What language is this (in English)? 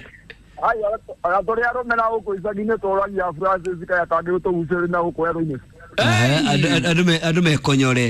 Kikuyu